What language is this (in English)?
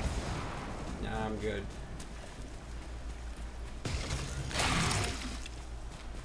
English